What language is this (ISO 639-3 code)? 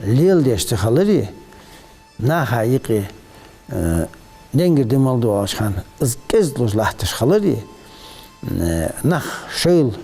inh